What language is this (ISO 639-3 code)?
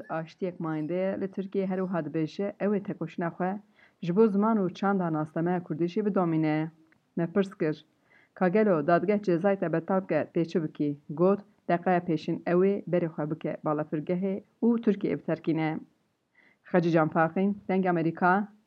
kur